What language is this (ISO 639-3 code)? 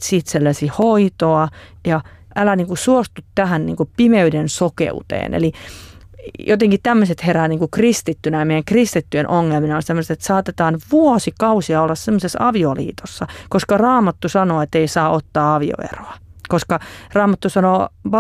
fin